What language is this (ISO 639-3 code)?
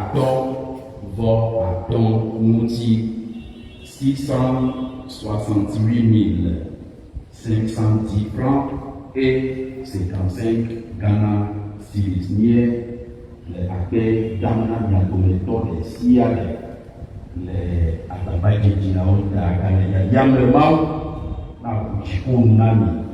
ewe